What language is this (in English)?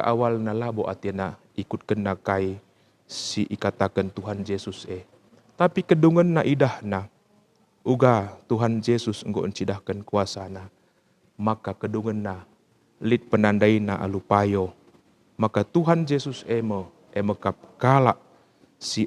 Batak Karo